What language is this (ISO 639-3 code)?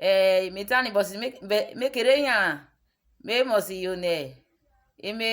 urh